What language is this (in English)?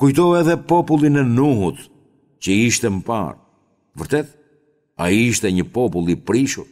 Albanian